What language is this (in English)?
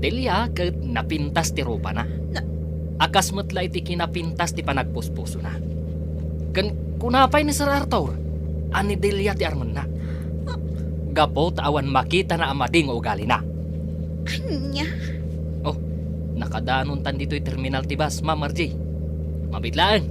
Iloko